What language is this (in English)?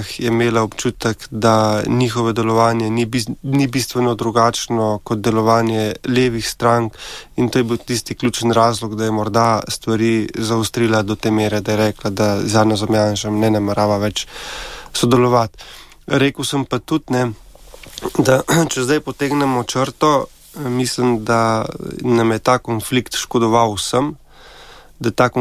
Slovenian